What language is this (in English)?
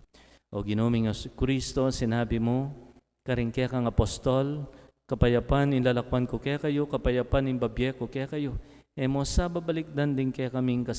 Pampanga